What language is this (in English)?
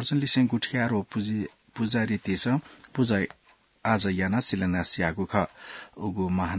Newari